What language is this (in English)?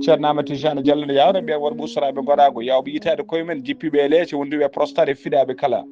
Fula